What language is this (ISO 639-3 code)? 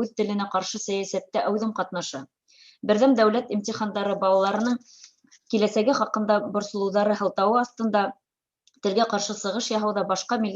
bak